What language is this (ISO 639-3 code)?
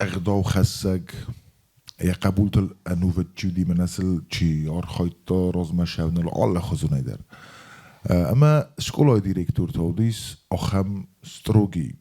oss